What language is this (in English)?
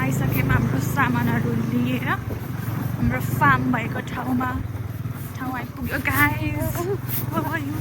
Nepali